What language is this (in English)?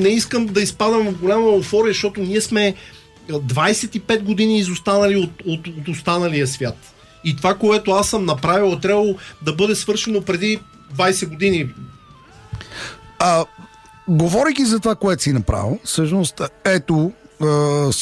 Bulgarian